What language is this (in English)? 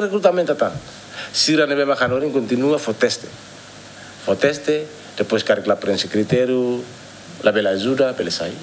Tetum